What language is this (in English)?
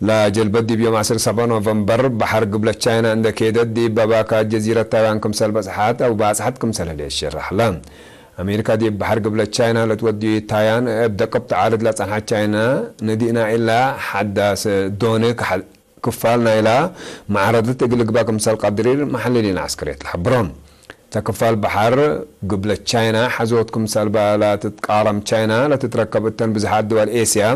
Tigre